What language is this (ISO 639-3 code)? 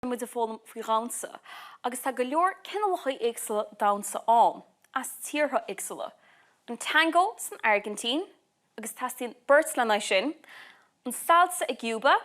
gle